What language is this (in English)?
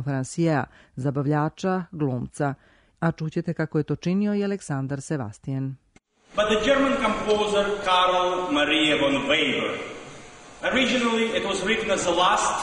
Serbian